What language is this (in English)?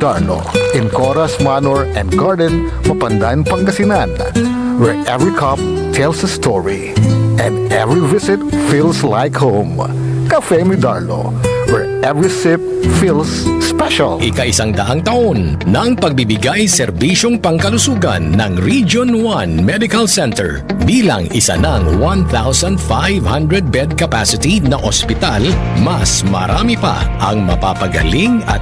Pangasinan